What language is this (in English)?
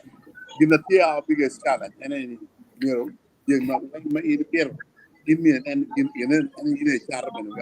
Acoli